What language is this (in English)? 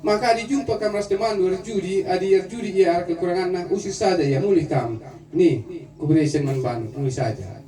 Batak Karo